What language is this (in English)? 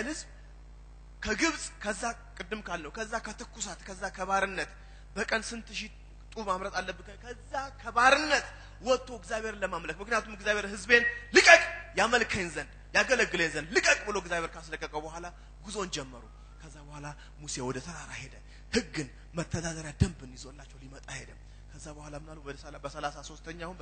Amharic